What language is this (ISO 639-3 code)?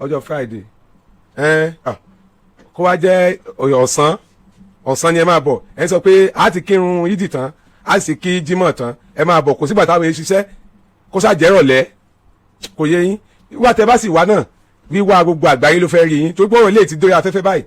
yor